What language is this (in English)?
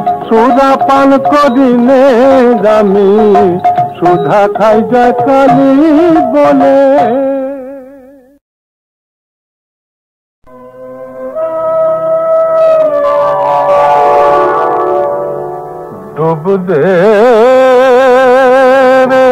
Bangla